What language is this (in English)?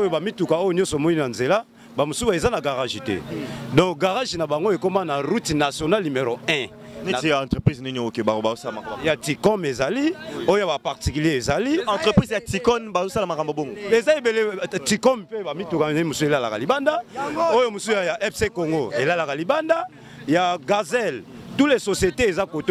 Lingala